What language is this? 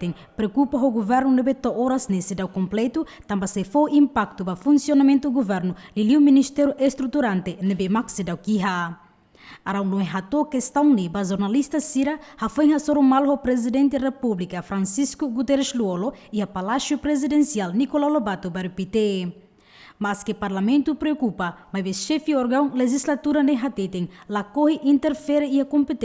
Tetum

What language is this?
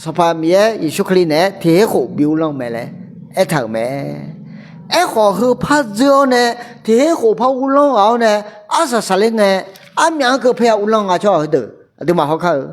Akha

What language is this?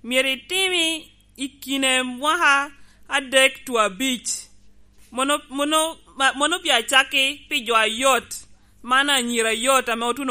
Lango (Uganda)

